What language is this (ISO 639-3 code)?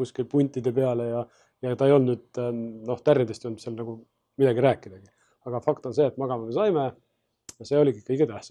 est